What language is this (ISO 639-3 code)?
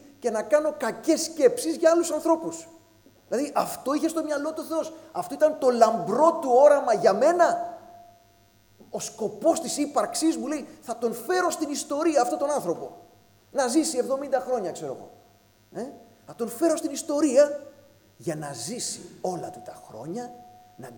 ell